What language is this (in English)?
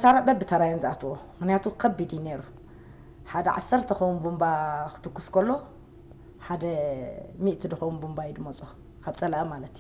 Tigrinya